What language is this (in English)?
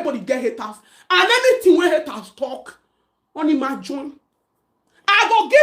Nigerian Pidgin